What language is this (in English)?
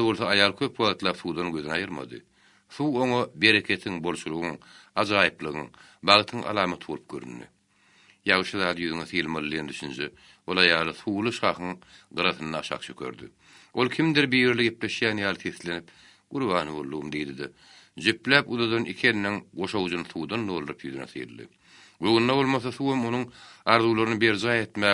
Turkmen